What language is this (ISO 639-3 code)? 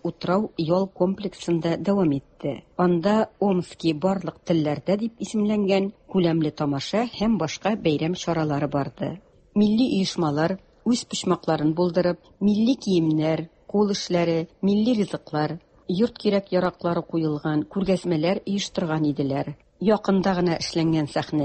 tat